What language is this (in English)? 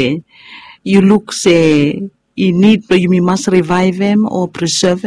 Bislama